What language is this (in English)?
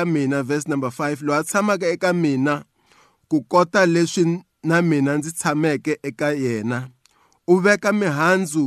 Tsonga